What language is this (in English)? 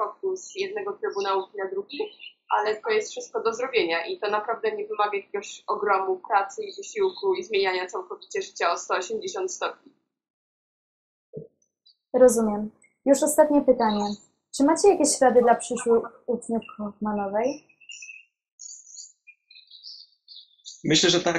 Polish